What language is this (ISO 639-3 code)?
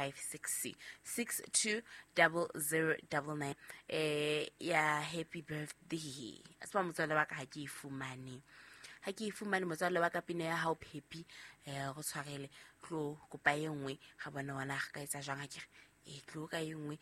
sot